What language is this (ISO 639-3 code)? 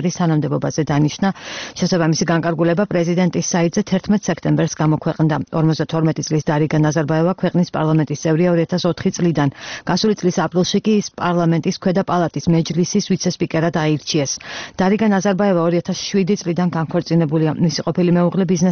kat